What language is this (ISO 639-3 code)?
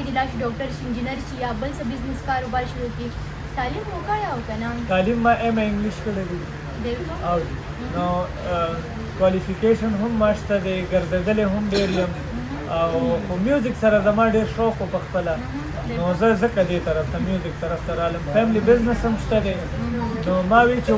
pus